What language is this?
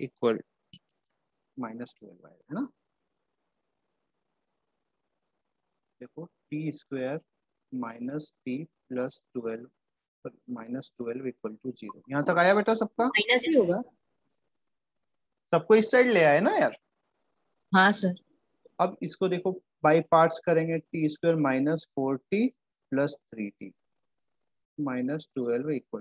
Hindi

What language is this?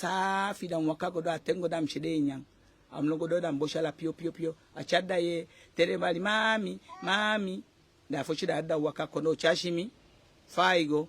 Eastern Maroon Creole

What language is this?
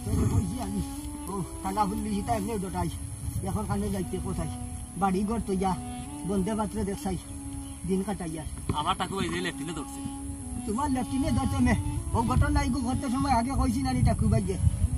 Sylheti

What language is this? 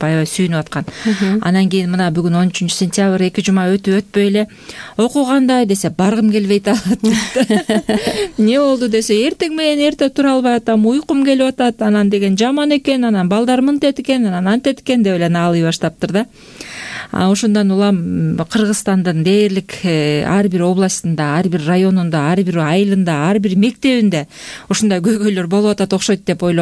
Kyrgyz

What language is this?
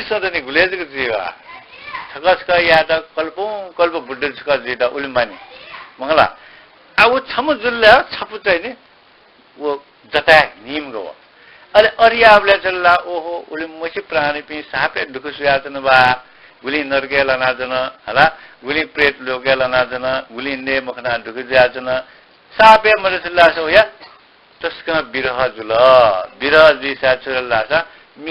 Newari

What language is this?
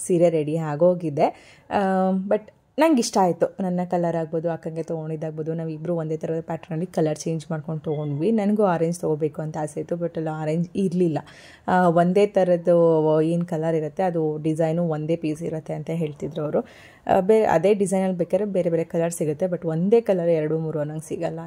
Kannada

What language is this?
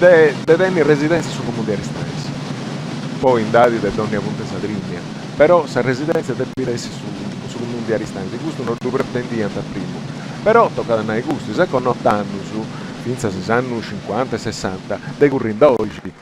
Sardinian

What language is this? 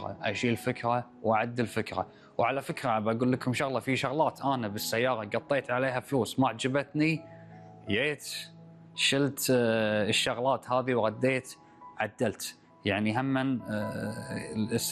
Gulf Arabic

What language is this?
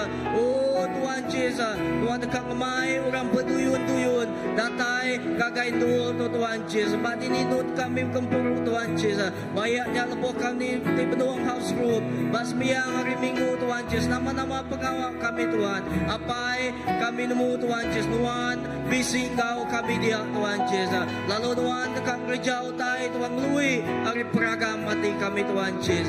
Iban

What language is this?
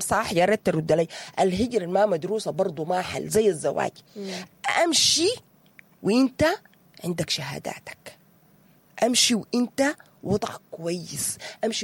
Sudanese Arabic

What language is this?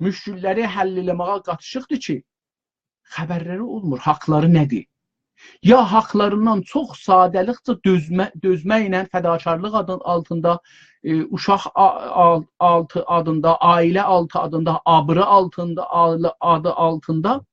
South Azerbaijani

